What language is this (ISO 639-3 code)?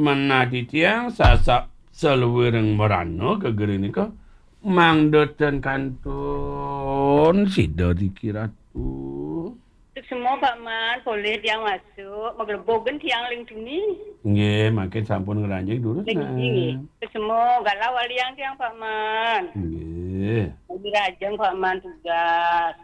ban